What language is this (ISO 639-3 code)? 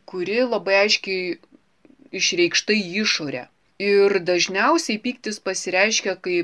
lit